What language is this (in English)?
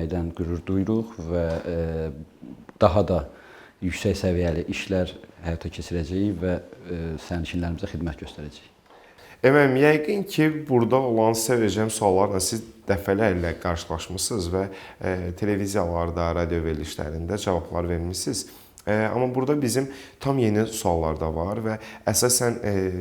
Azerbaijani